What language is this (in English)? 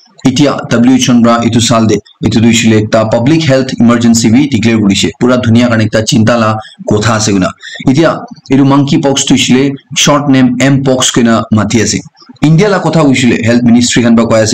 Naga Pidgin